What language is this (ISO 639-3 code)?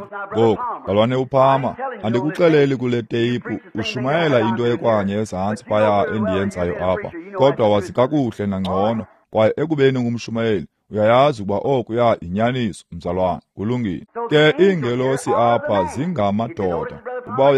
xho